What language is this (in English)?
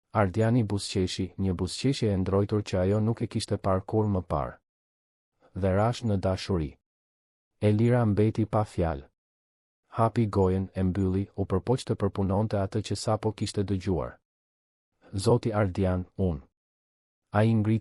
Albanian